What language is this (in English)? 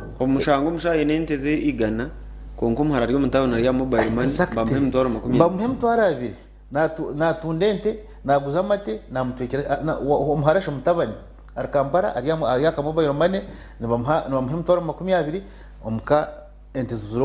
Nyankole